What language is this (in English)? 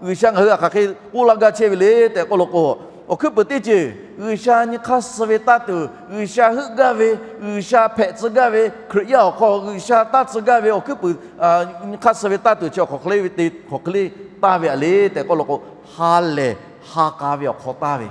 Lahu